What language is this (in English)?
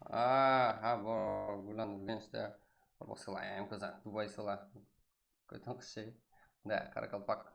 Kara-Kalpak